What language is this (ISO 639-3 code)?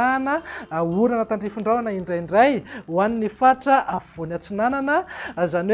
mlg